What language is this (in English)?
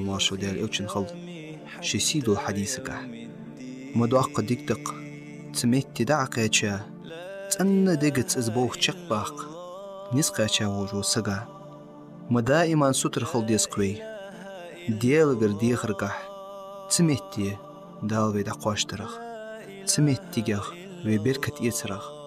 Ingush